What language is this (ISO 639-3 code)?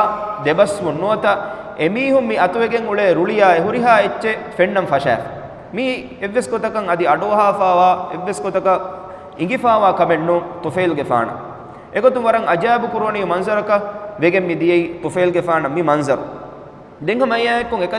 div